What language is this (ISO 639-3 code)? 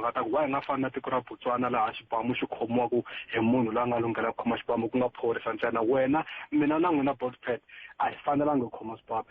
tso